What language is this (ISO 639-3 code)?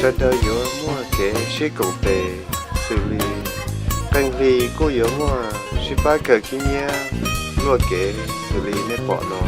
hmn